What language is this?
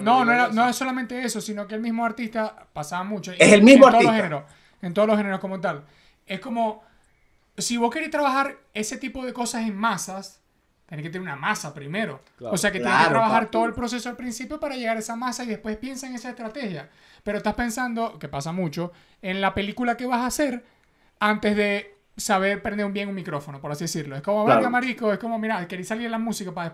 Spanish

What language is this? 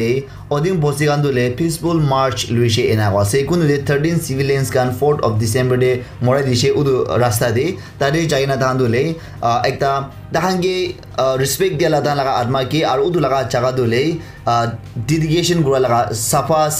Naga Pidgin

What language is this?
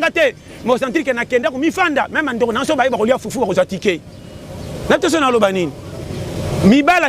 Lingala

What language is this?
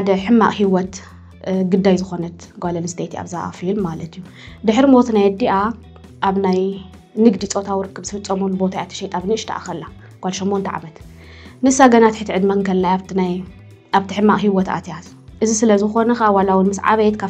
Tigrinya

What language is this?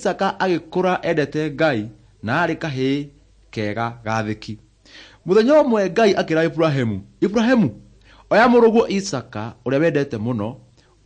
Kikuyu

